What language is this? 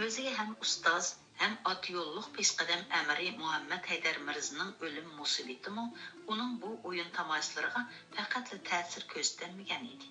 Uyghur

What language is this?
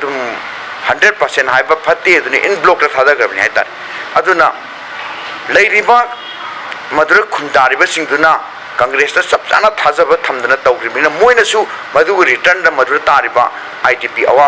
Manipuri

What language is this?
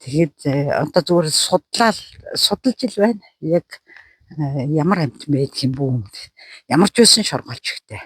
Mongolian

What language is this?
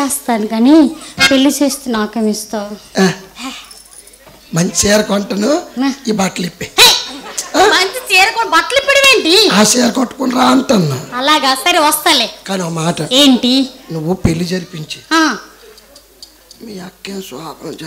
Telugu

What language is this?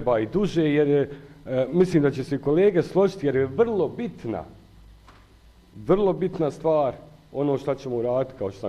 Bosnian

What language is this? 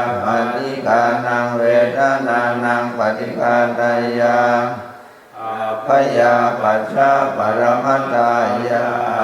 Pali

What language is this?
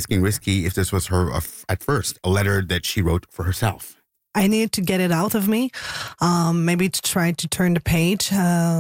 English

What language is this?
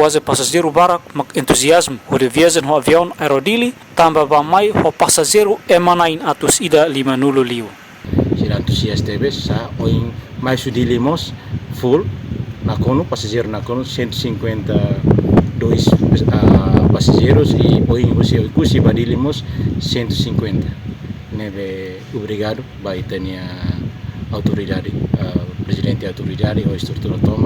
Tetum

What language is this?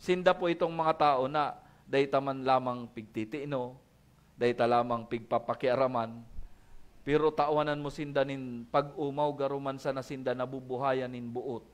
Bikol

